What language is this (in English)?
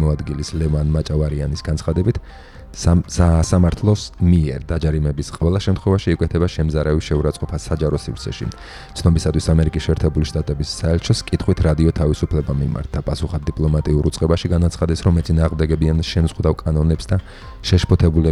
Georgian